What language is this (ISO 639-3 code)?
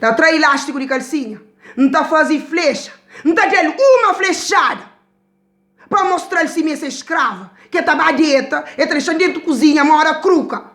kea